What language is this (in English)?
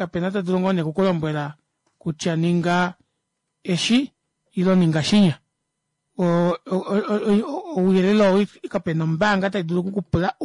Kuanyama